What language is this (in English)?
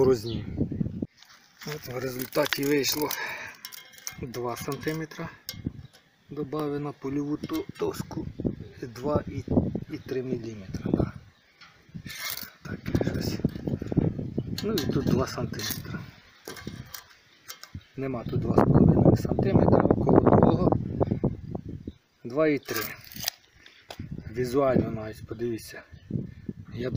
Ukrainian